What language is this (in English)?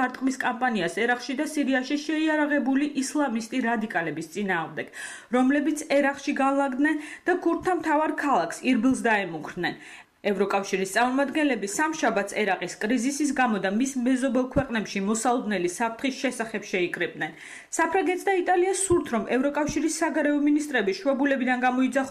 Georgian